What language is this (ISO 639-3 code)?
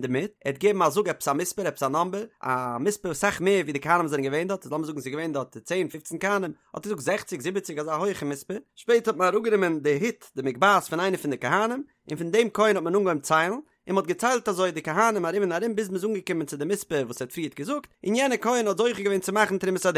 yid